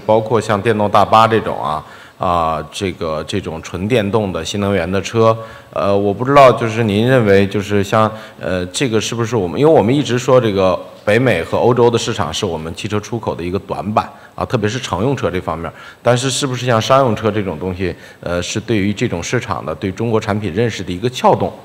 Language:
Chinese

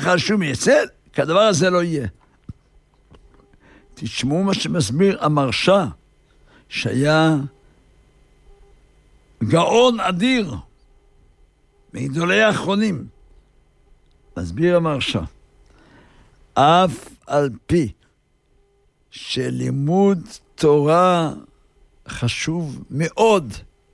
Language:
Hebrew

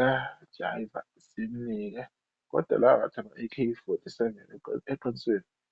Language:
Zulu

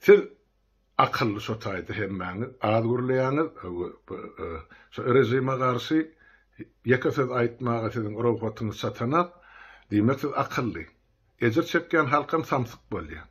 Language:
Turkmen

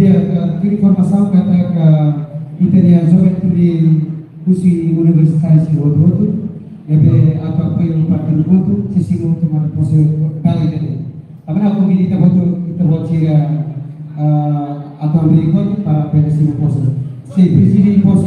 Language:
Tetum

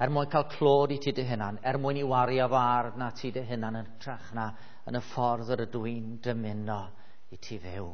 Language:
Welsh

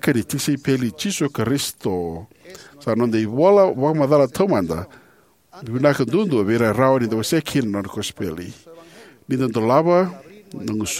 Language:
Fijian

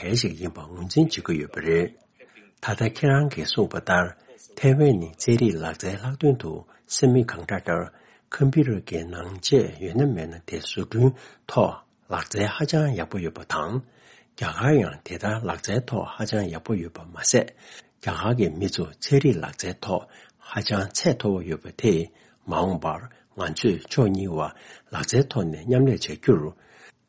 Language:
Tibetan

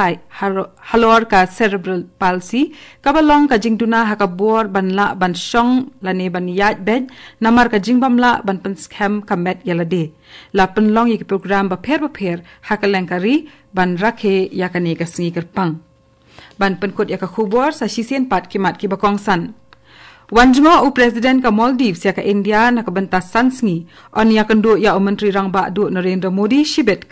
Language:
Khasi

